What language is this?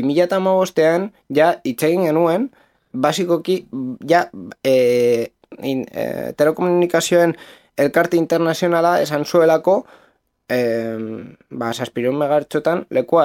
Basque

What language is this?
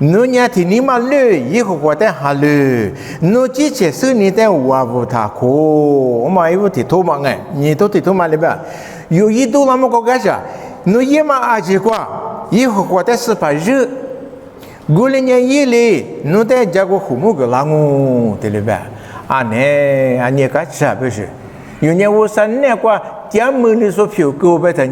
Lisu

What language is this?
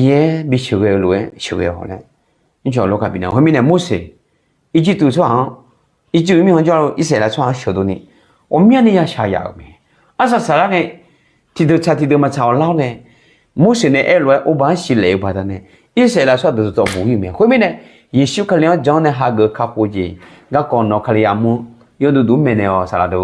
Akha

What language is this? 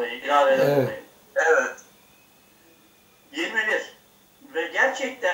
Turkish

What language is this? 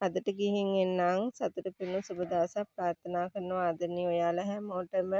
Sinhala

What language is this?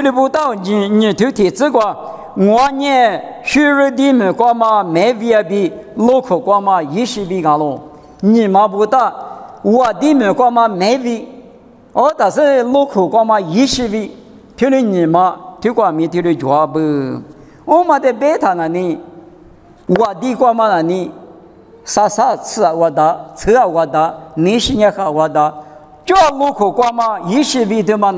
Lisu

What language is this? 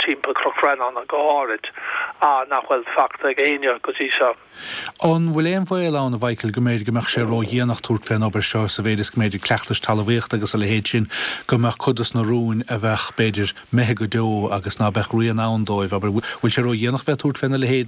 Irish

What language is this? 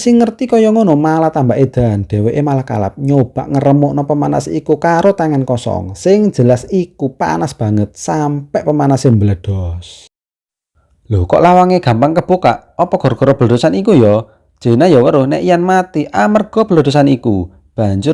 Javanese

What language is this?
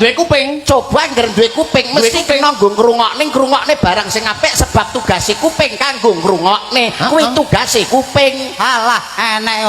Javanese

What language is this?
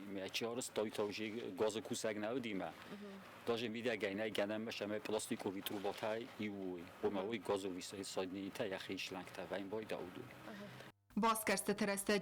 Ossetic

